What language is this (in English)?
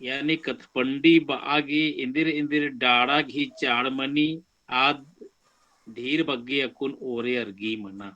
Kurukh